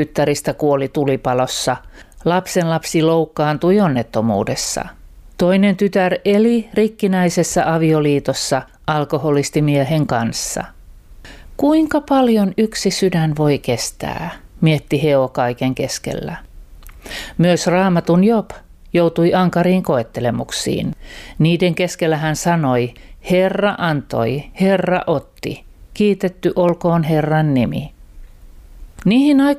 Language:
Finnish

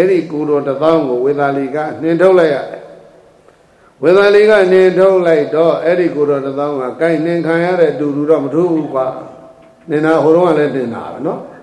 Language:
Burmese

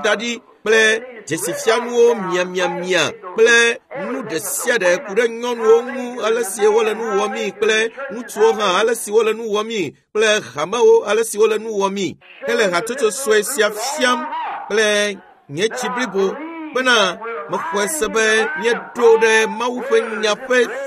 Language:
Ewe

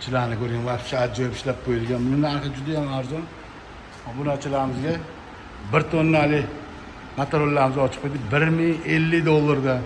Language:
Uzbek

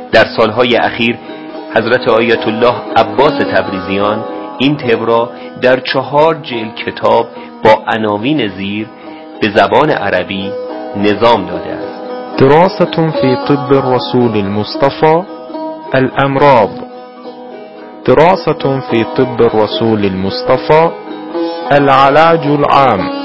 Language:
Persian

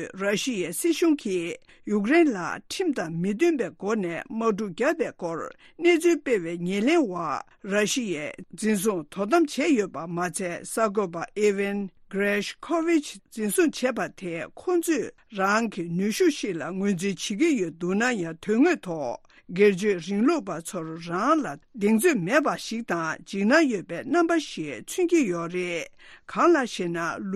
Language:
Tibetan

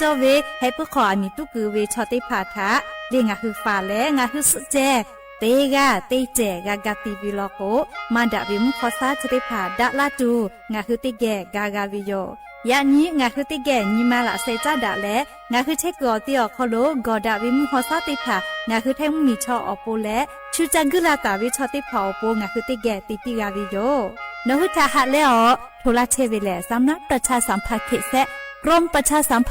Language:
Lahu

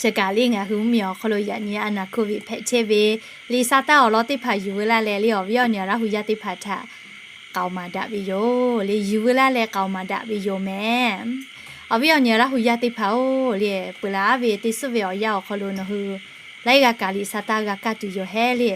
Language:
Lahu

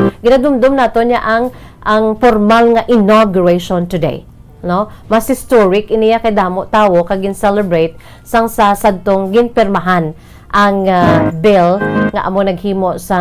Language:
Hiligaynon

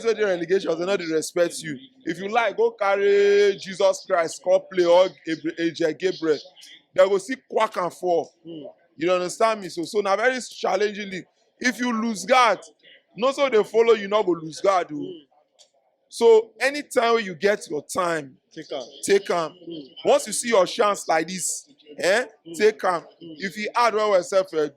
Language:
Nigerian Pidgin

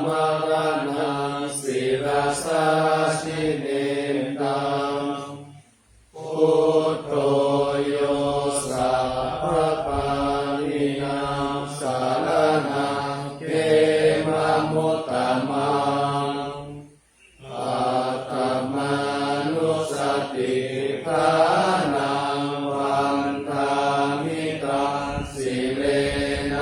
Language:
Pali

